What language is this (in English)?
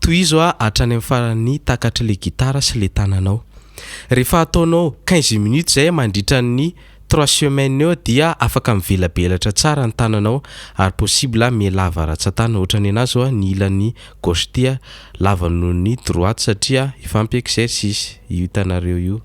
Malagasy